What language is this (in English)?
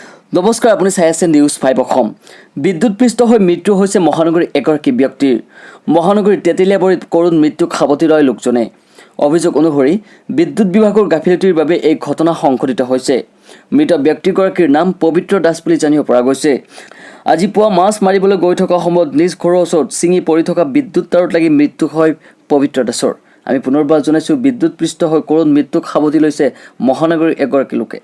Assamese